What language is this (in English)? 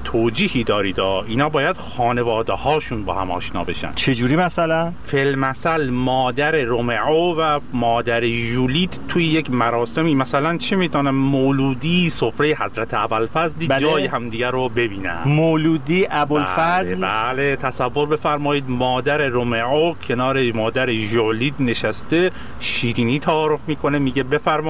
Persian